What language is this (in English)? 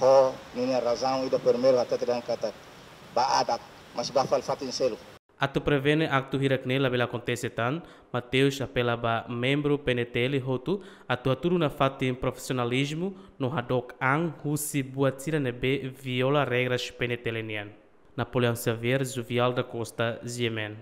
Tetum